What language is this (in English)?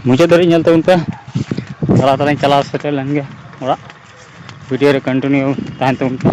Santali